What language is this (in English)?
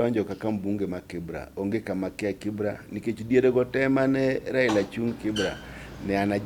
Luo (Kenya and Tanzania)